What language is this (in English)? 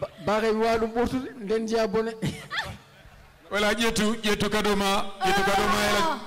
Fula